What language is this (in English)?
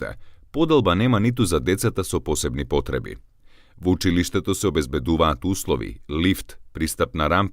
Macedonian